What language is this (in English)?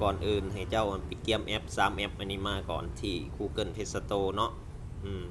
Lao